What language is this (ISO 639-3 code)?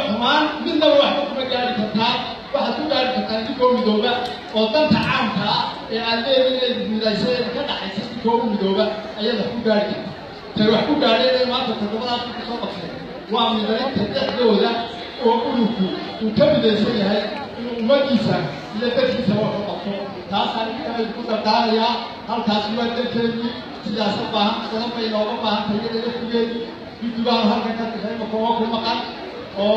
som